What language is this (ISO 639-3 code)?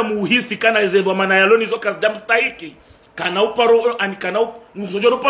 zdj